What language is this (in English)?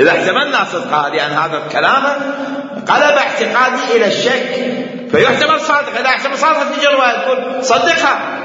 Mesopotamian Arabic